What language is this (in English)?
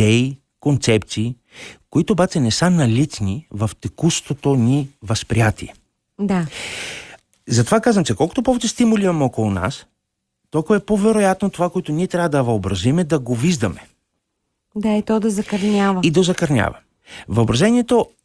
Bulgarian